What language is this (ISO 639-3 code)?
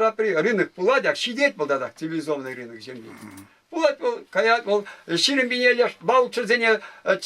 chv